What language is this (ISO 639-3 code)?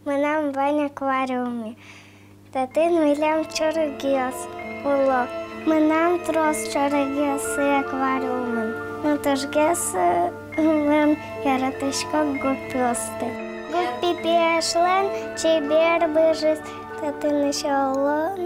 udm